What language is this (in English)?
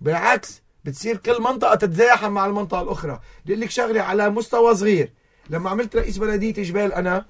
North Levantine Arabic